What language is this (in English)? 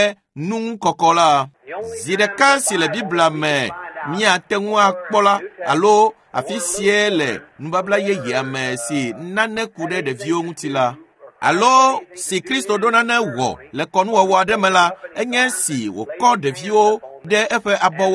Ewe